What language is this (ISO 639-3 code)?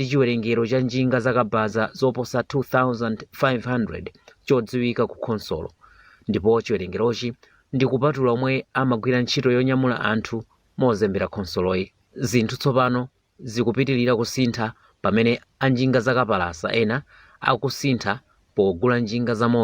nya